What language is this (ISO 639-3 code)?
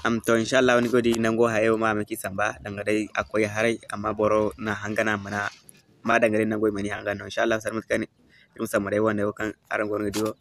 dje